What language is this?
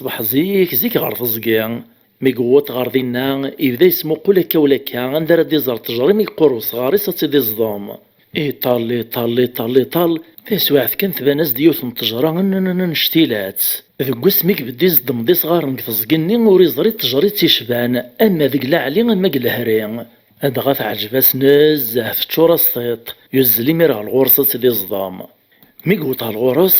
Kabyle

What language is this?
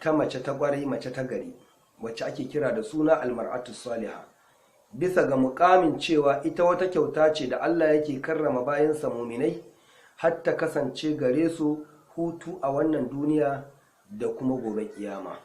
Hausa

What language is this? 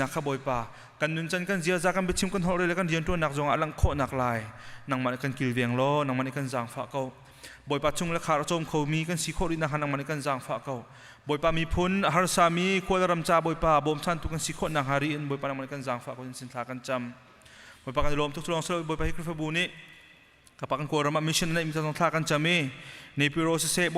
Hakha Chin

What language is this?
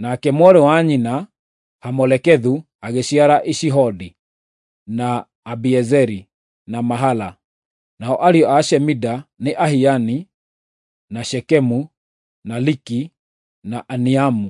Kikuyu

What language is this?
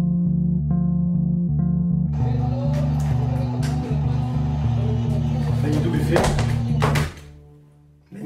Czech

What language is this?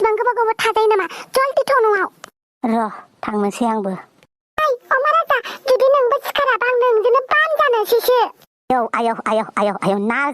Bodo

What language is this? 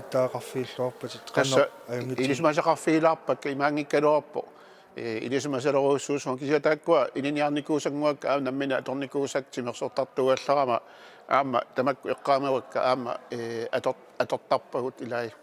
Kalaallisut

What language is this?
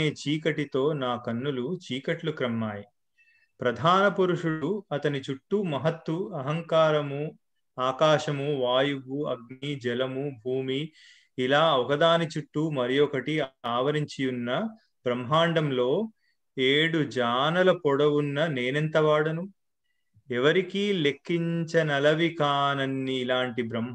Telugu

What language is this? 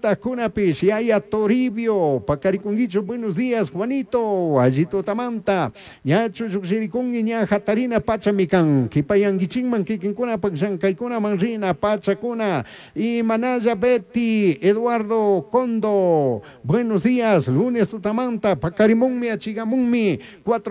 Chimborazo Highland Quichua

